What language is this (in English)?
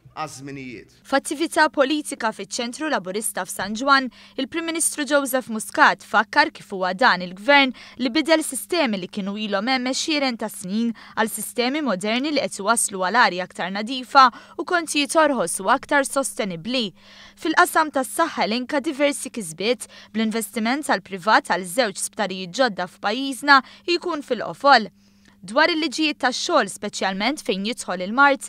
Maltese